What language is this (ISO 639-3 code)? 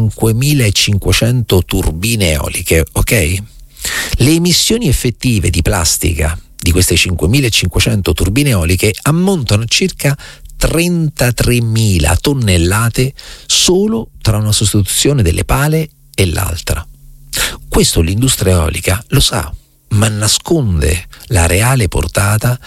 ita